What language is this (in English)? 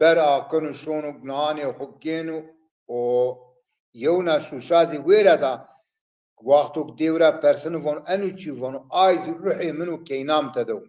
Zaza